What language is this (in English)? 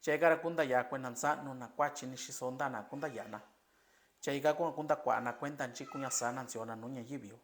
Mixtepec Mixtec